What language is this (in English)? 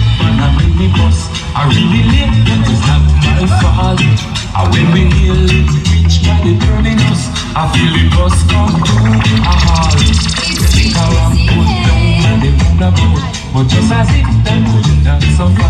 Jamaican Creole English